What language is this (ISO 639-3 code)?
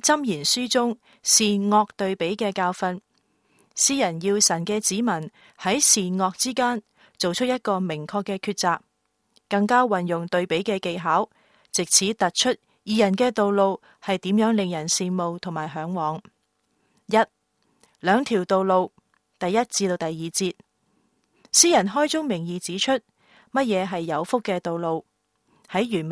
yue